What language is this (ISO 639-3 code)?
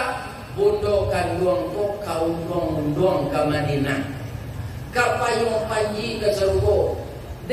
min